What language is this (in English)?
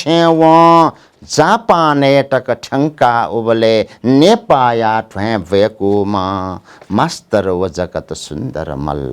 Newari